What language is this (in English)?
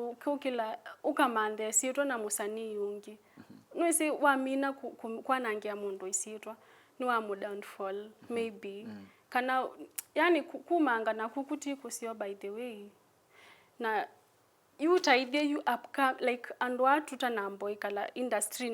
Kamba